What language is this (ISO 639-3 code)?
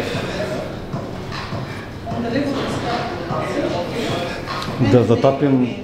bul